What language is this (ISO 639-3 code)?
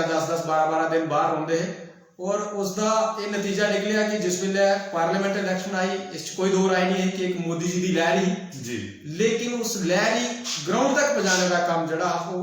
doi